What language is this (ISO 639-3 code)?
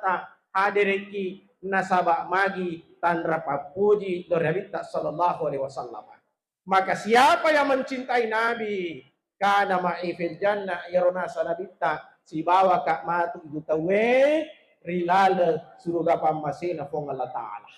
bug